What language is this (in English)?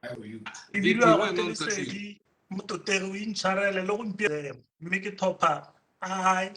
Tswana